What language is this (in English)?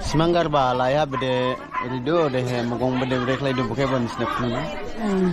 Dimasa